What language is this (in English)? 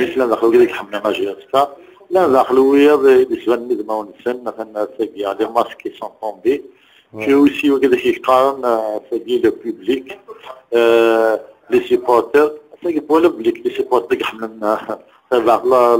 Kabyle